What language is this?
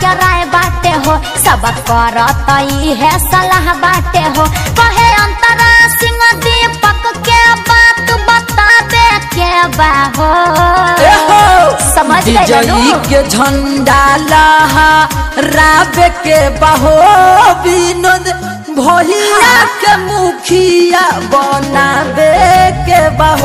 Bhojpuri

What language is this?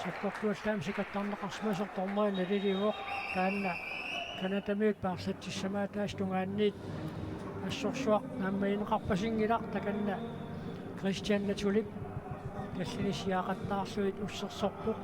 Kalaallisut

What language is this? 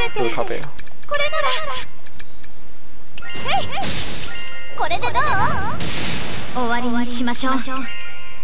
Japanese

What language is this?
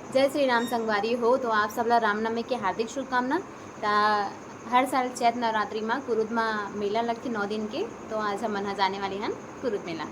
Chhattisgarhi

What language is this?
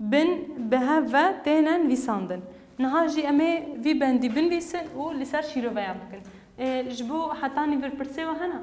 Kurdish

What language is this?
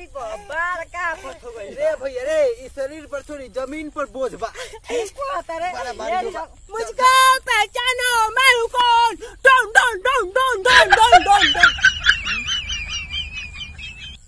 Bhojpuri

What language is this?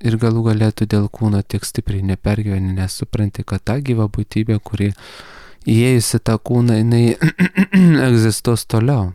Lithuanian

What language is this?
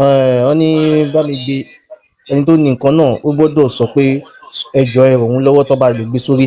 Yoruba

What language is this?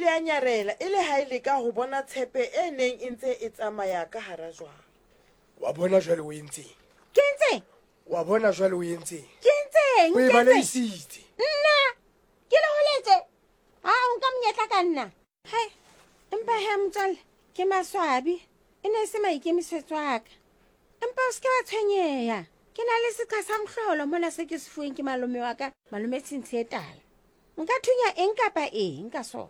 Southern Sotho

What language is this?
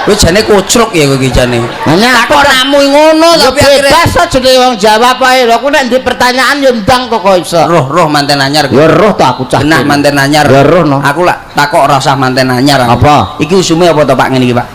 Javanese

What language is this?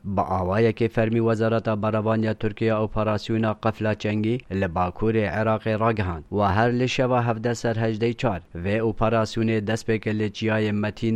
Kurdish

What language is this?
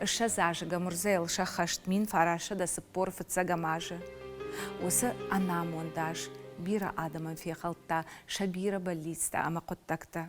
Ossetic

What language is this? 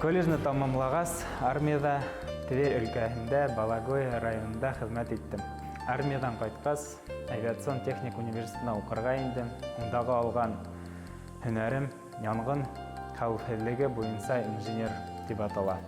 Bashkir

